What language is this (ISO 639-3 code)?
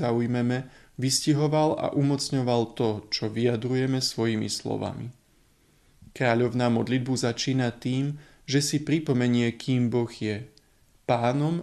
slk